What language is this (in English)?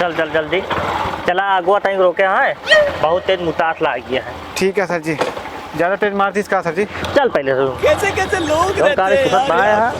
Awadhi